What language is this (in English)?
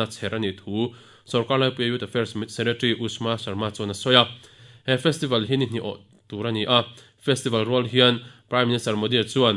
Mizo